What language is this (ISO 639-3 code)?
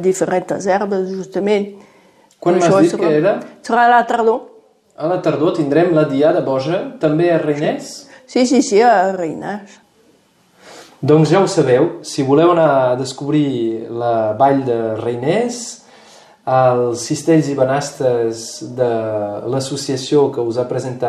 cat